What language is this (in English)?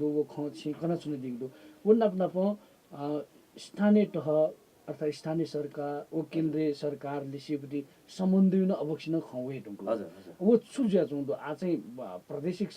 Newari